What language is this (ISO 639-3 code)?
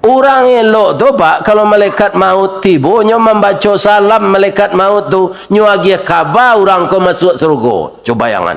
min